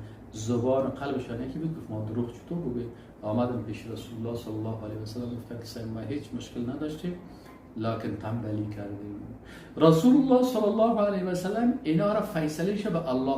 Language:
Persian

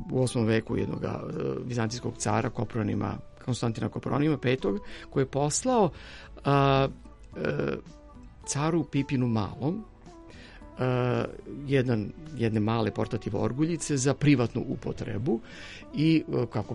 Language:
Serbian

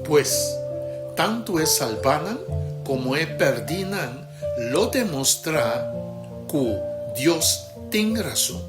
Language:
Papiamento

